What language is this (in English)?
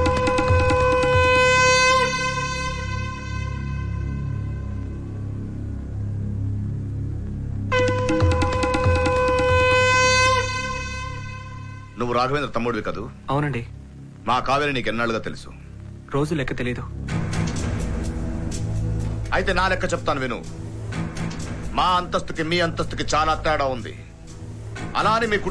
Telugu